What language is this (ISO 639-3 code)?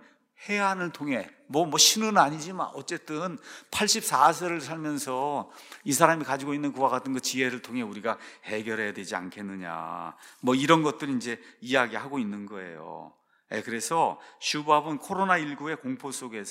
kor